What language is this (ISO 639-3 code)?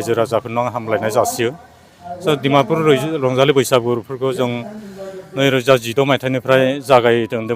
brx